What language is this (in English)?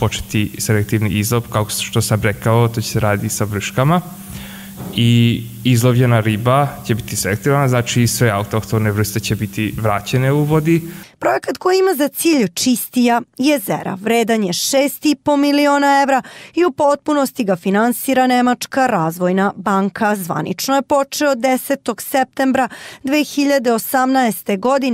Serbian